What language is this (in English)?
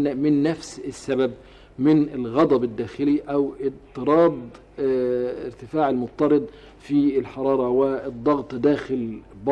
Egyptian Arabic